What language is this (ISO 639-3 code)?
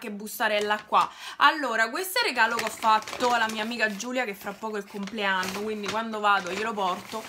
ita